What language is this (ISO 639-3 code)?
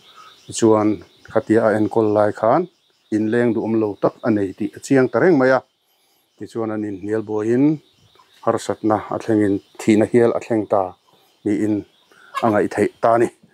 lus